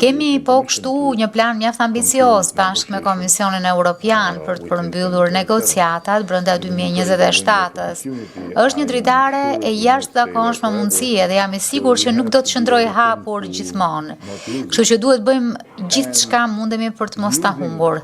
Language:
Albanian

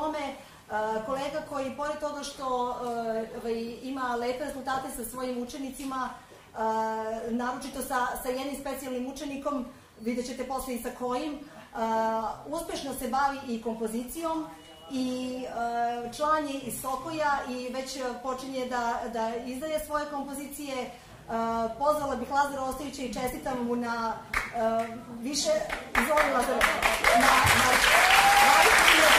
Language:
Serbian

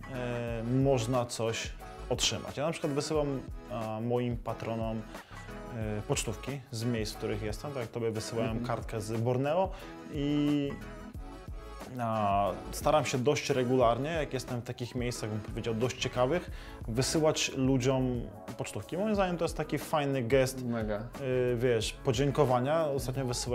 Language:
Polish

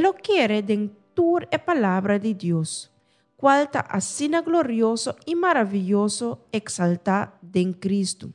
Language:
Papiamento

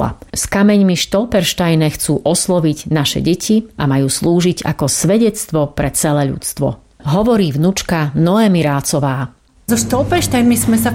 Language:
Slovak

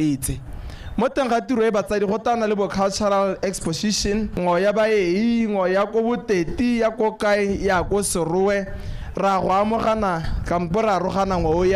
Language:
Tswana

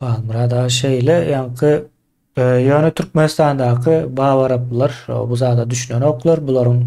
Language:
Turkmen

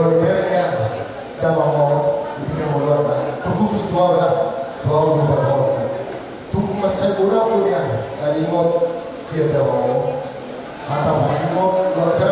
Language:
Batak Toba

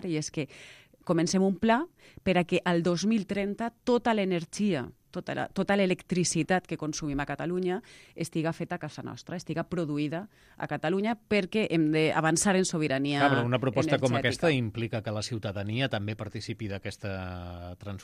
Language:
Catalan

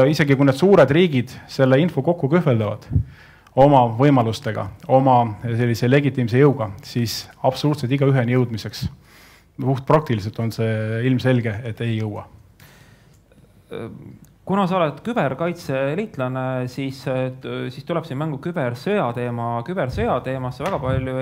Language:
Estonian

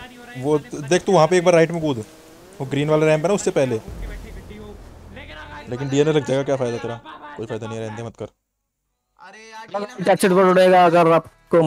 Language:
Hindi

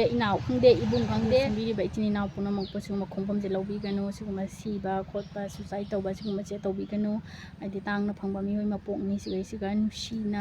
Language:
Manipuri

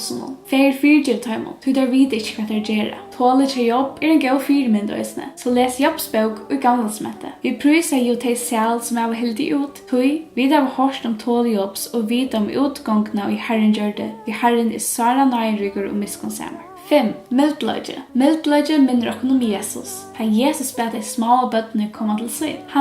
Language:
Faroese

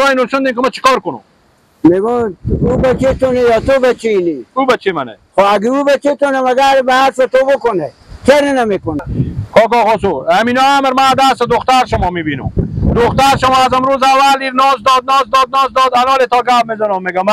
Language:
Persian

